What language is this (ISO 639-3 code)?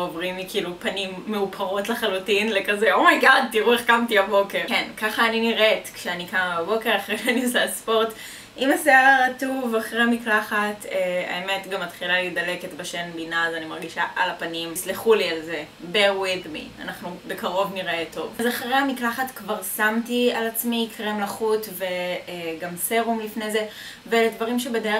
heb